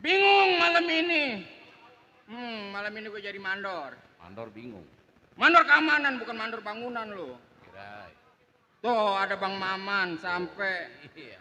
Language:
Betawi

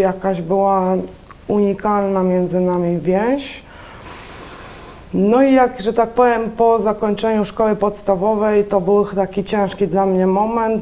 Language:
Polish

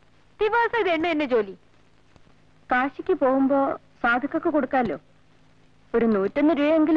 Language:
Malayalam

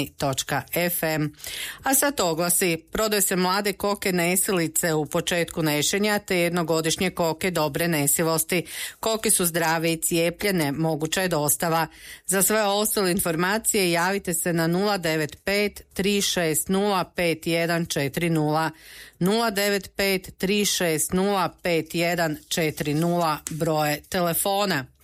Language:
Croatian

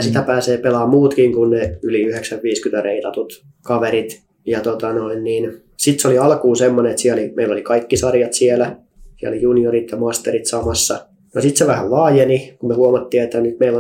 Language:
Finnish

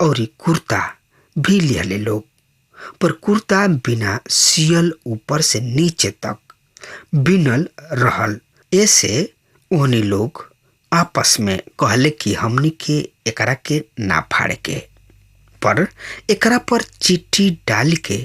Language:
Bhojpuri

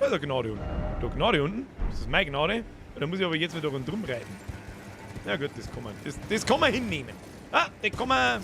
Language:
Bavarian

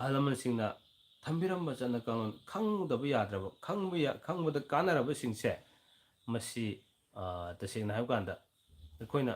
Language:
Manipuri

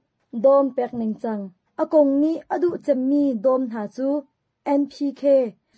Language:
Hakha Chin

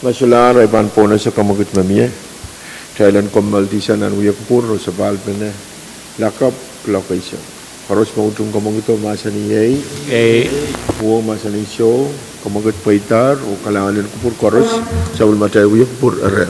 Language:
Pohnpeian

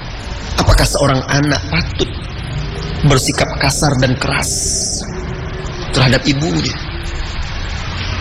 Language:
Indonesian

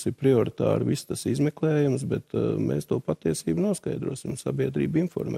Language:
Latvian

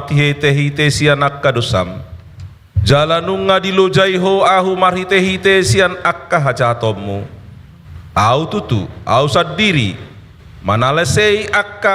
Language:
Batak Toba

